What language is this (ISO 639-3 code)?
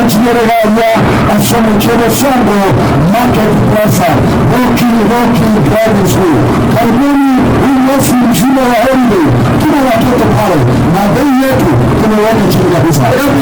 guz